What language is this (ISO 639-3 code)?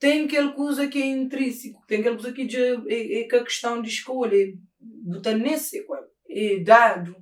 kea